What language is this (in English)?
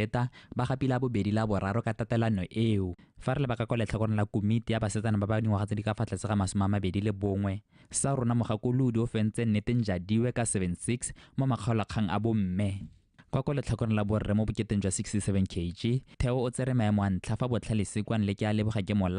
Tswana